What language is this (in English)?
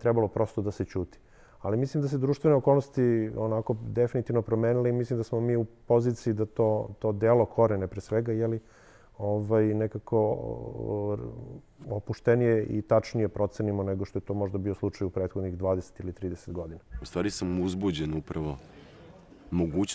Serbian